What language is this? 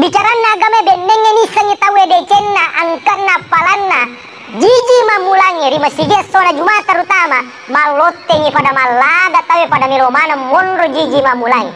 Buginese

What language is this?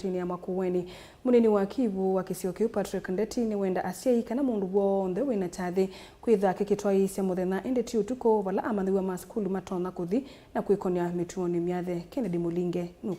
Kamba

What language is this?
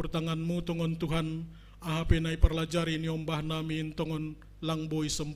Batak Simalungun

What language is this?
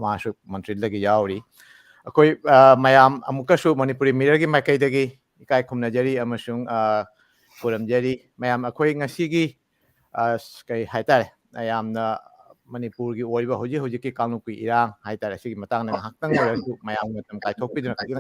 Manipuri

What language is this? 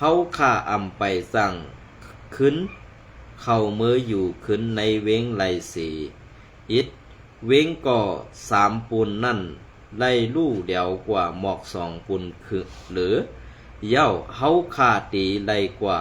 Shan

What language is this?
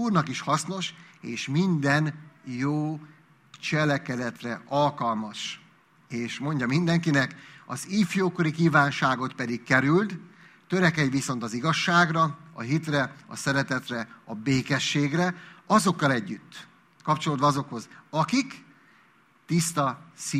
Hungarian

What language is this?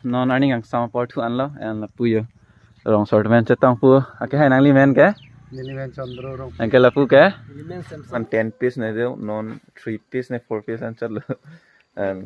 Karbi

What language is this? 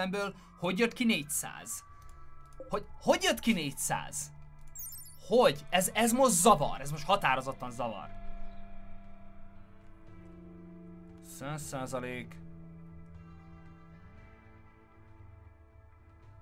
Hungarian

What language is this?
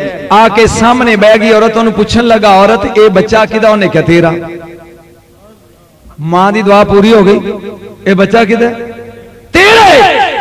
Punjabi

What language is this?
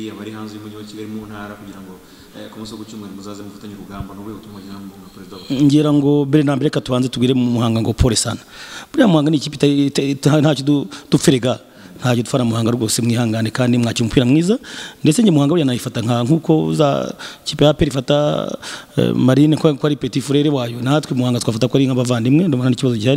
Kinyarwanda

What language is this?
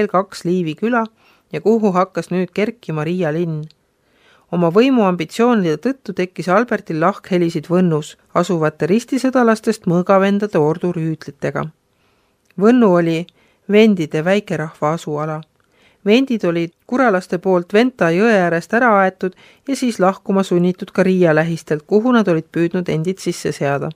Estonian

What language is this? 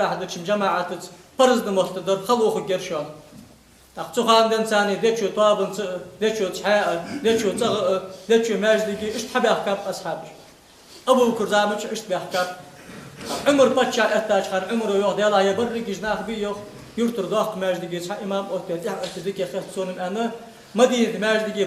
Ingush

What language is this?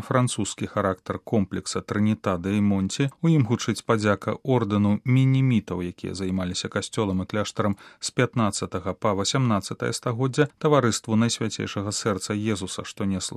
Belarusian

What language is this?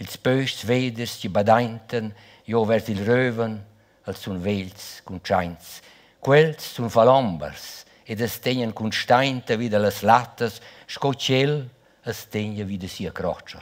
Romansh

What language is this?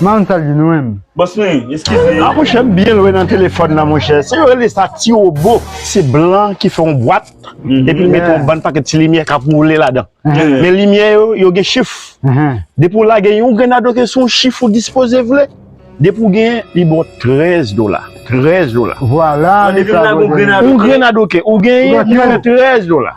Haitian Creole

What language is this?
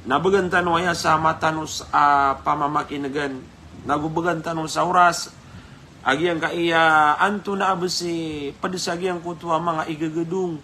Maranao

